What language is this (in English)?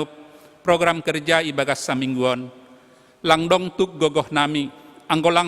Batak Simalungun